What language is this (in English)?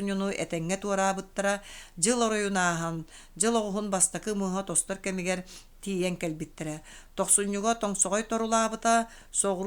Yakut